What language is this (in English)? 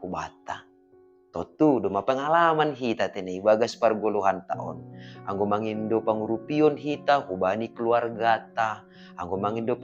Batak Simalungun